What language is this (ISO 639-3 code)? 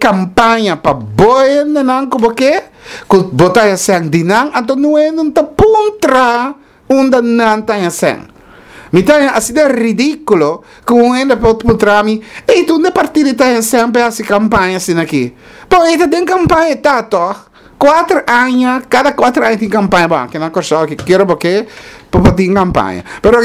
pap